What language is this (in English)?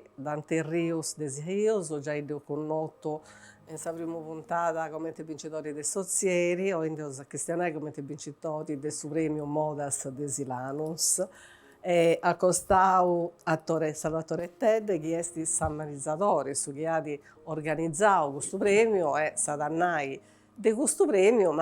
Sardinian